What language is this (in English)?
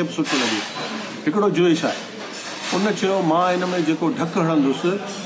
Sindhi